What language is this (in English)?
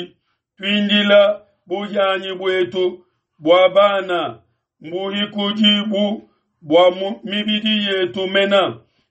Luba-Lulua